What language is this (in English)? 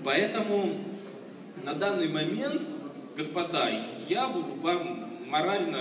Russian